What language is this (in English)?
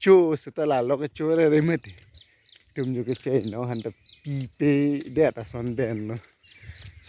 Karbi